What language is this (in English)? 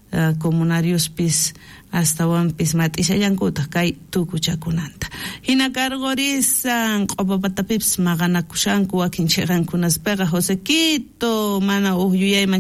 South Bolivian Quechua